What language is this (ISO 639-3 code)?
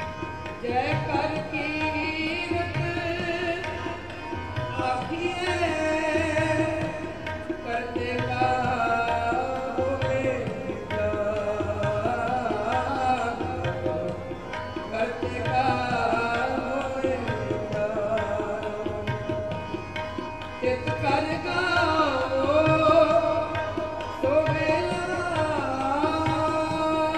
pan